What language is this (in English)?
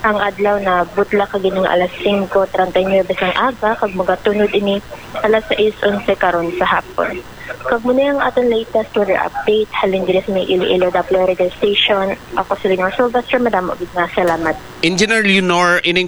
Hiligaynon